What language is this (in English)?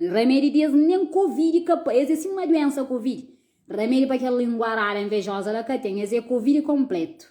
Kabuverdianu